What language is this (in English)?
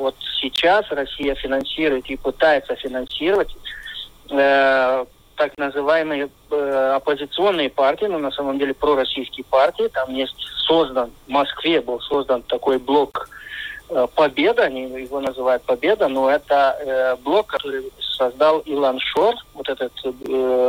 Russian